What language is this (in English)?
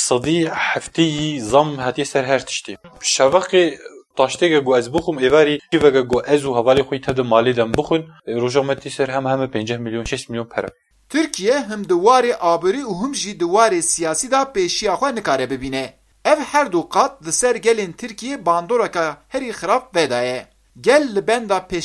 Kurdish